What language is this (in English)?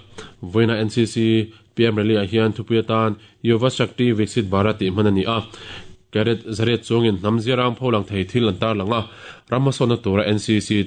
Mizo